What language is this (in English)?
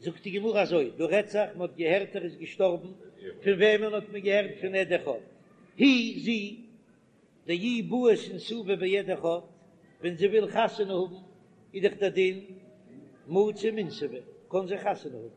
Yiddish